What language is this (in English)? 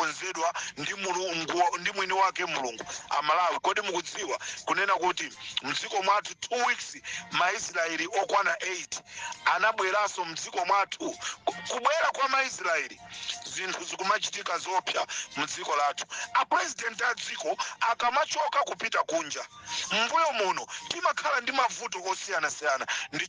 Nyanja